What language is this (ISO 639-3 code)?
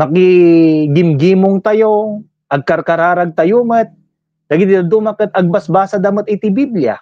ilo